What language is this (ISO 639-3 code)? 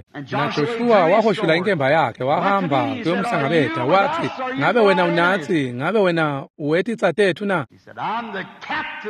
ssw